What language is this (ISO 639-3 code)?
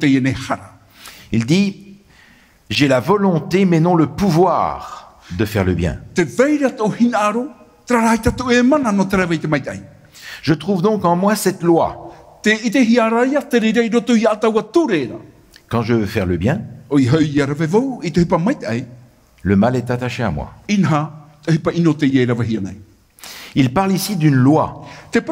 tah